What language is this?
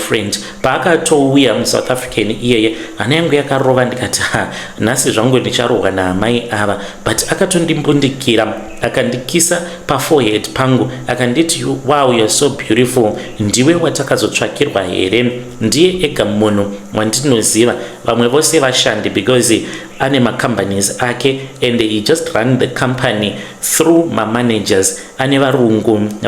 Shona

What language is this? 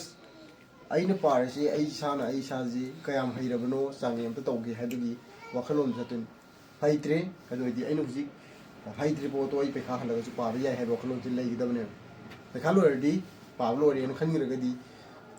Manipuri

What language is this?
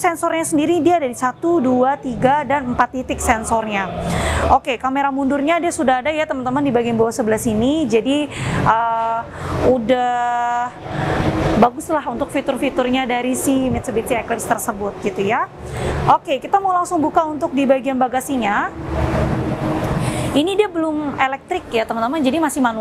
Indonesian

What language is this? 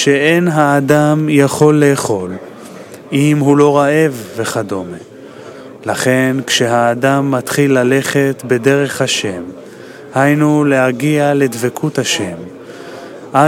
Hebrew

